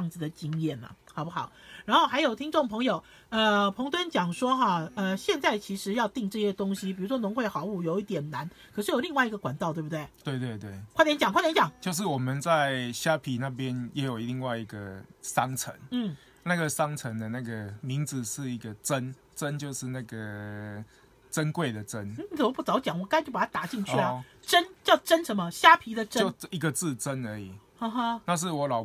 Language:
Chinese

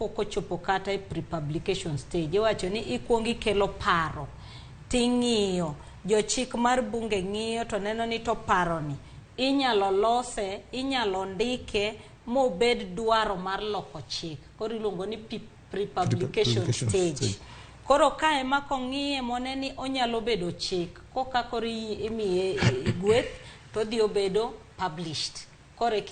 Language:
Luo (Kenya and Tanzania)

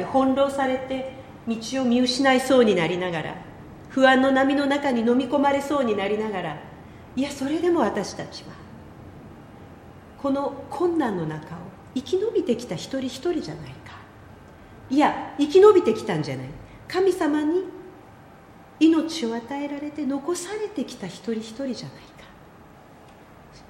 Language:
Japanese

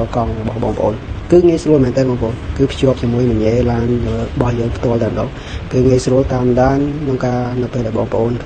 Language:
Khmer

